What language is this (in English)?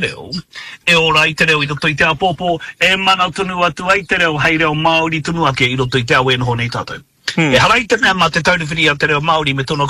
Māori